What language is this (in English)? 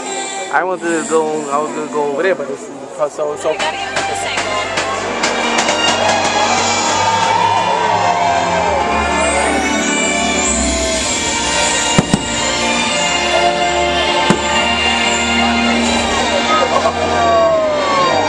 English